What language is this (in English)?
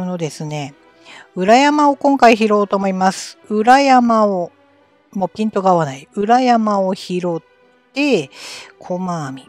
Japanese